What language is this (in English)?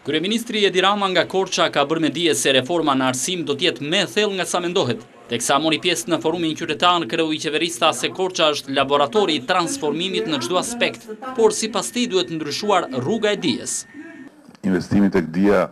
Albanian